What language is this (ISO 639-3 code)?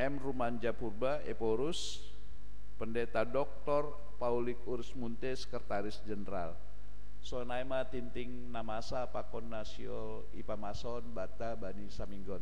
bts